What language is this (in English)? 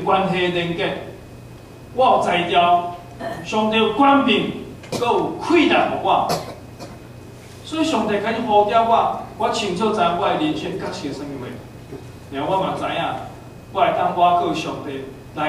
Min Nan Chinese